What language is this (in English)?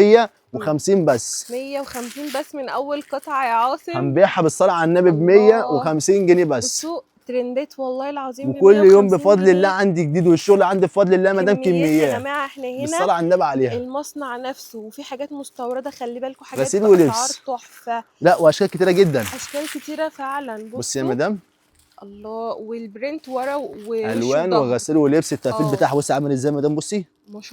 Egyptian Arabic